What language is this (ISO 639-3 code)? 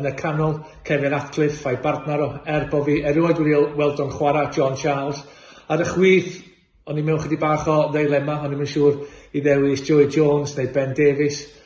cym